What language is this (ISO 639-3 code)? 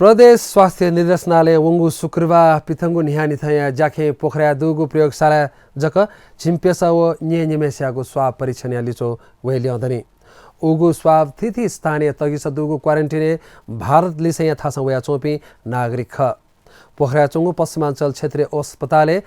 new